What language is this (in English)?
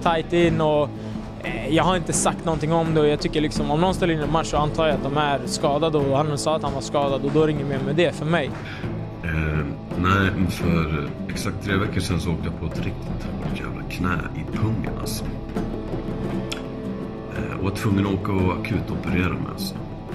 Swedish